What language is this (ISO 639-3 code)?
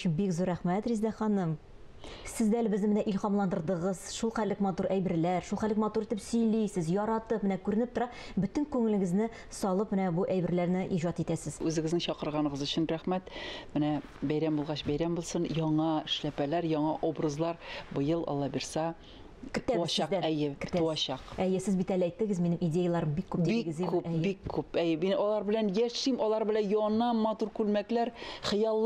tat